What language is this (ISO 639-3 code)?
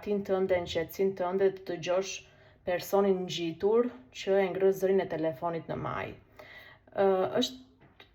sqi